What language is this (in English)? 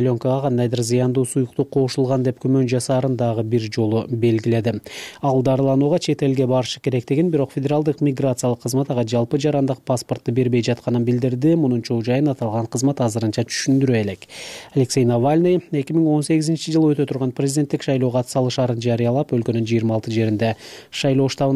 Kyrgyz